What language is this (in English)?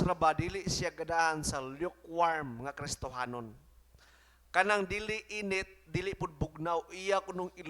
Cebuano